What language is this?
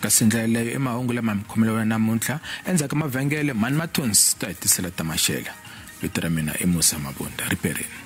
Tsonga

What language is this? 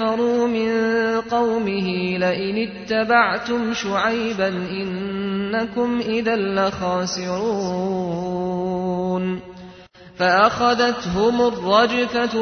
Arabic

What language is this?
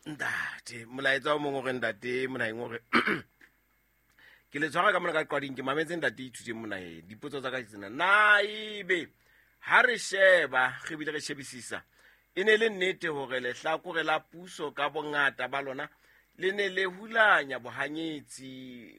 Southern Sotho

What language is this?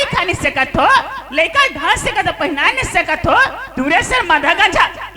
Chhattisgarhi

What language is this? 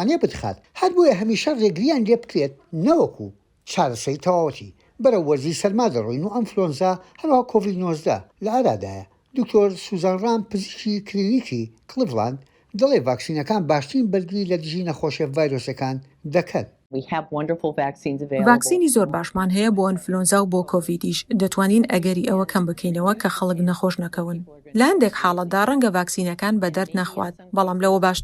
Central Kurdish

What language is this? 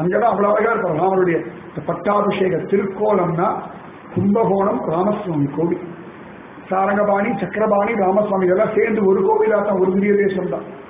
Tamil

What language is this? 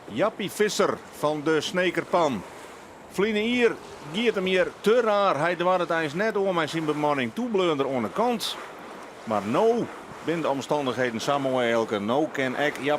Western Frisian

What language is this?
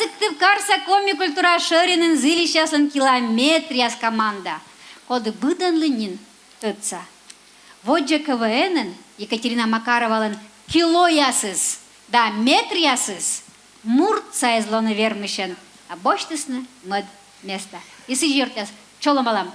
Komi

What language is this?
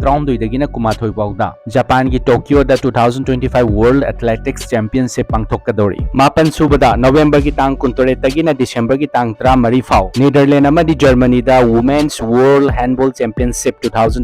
Manipuri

